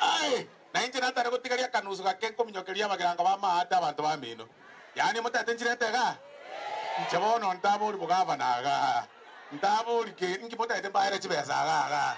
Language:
Gusii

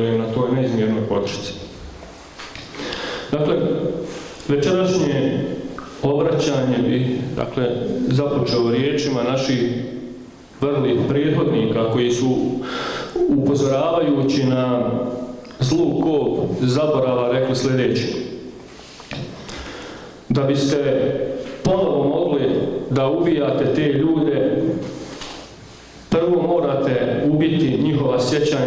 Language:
Bosnian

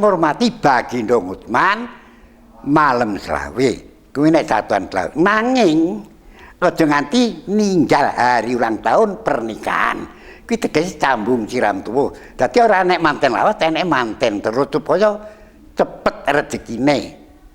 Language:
Javanese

